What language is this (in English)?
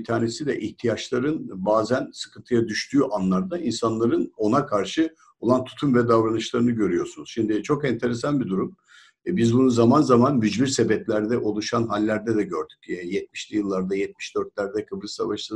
Turkish